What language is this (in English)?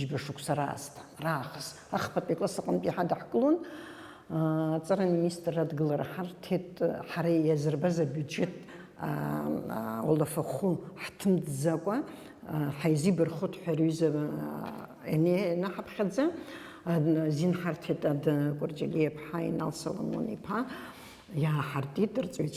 Abkhazian